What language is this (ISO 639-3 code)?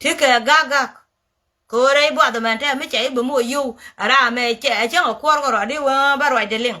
nus